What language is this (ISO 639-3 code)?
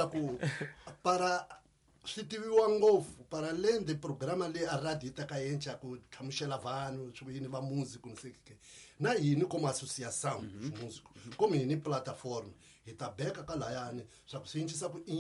tso